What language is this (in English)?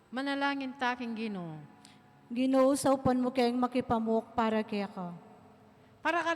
Pampanga